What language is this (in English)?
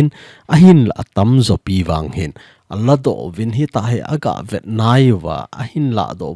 Thado Chin